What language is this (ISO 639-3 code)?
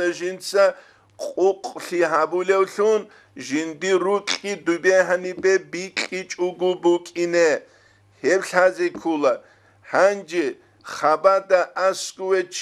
ava